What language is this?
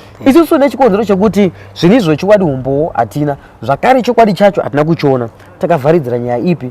Shona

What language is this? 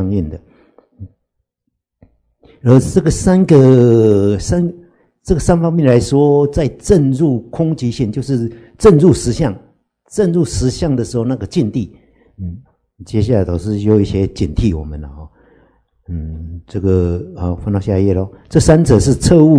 Chinese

